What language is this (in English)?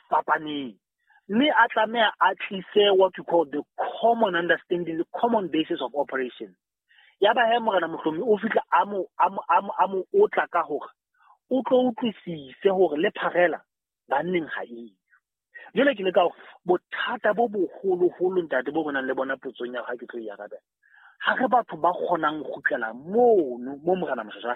Southern Sotho